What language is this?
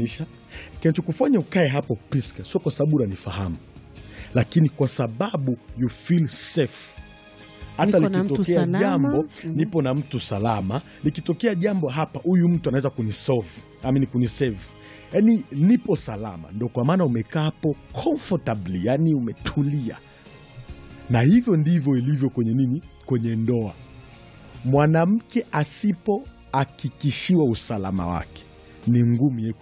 Swahili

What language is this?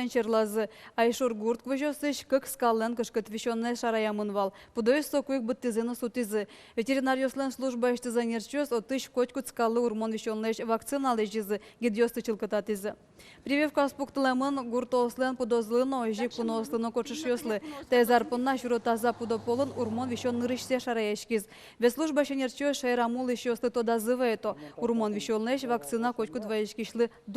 Udmurt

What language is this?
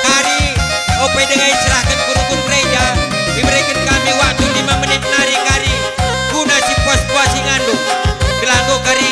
Batak Karo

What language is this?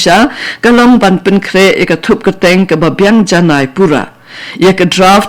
Khasi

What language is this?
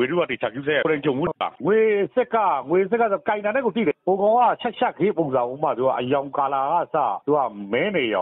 Burmese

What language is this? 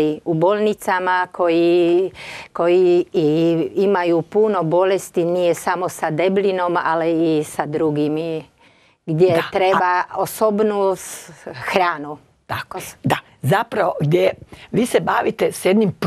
Croatian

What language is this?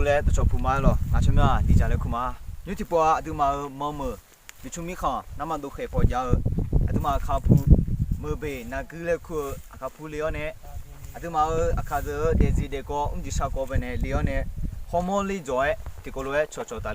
Akha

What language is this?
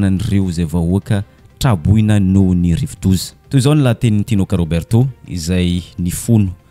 Malagasy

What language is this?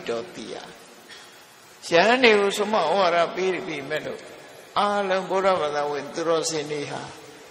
Burmese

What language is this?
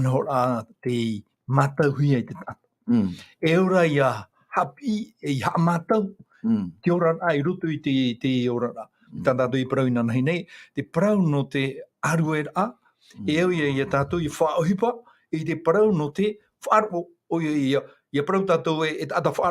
Tahitian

